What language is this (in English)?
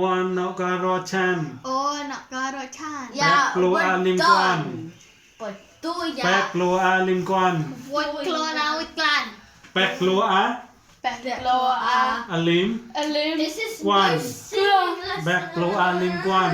Mon